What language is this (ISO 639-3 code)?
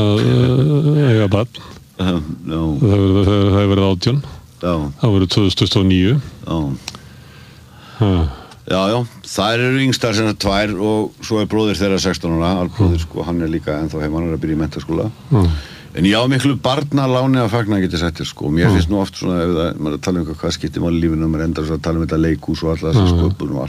isl